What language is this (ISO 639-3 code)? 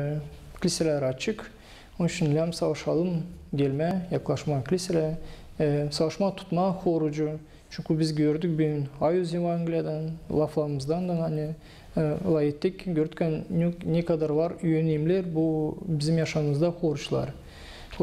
gag